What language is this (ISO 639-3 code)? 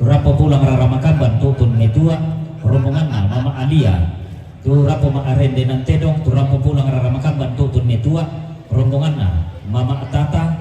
sda